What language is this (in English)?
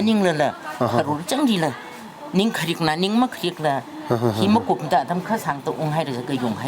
Tangkhul Naga (India)